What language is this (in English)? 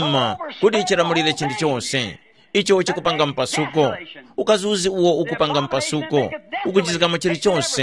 Tumbuka